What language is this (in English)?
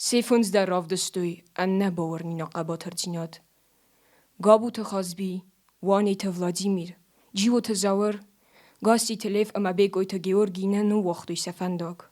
Ossetic